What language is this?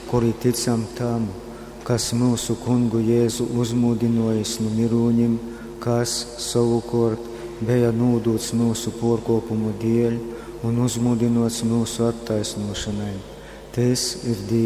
Latgalian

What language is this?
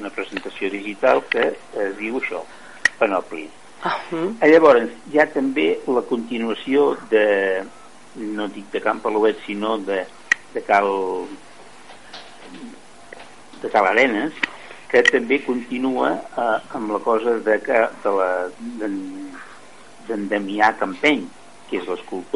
Catalan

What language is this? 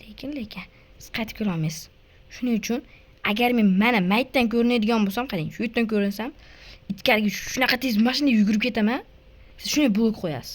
Uzbek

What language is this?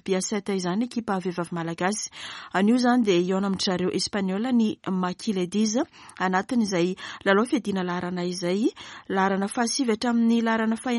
Malagasy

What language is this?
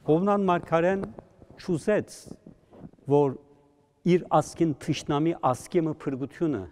Western Armenian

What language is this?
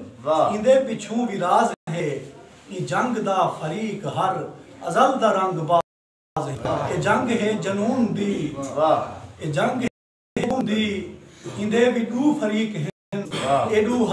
Saraiki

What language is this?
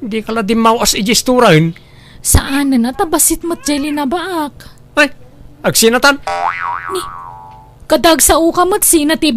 Iloko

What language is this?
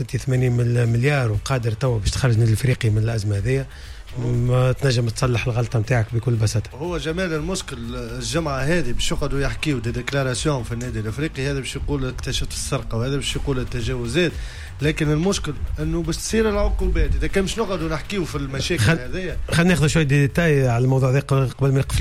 Tunisian Arabic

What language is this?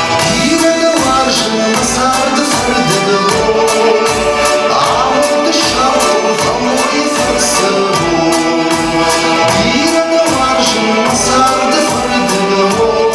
Ossetic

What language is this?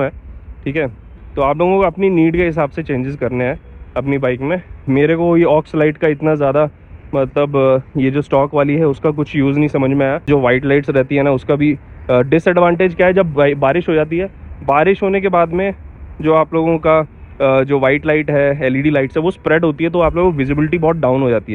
Hindi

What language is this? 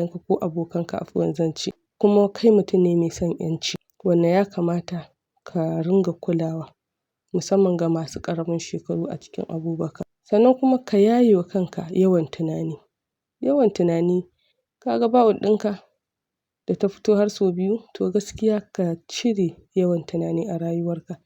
Hausa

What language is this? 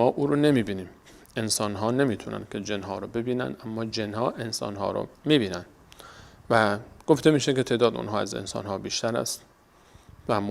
Persian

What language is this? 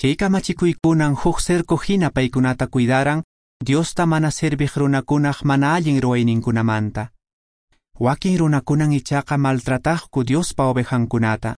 Quechua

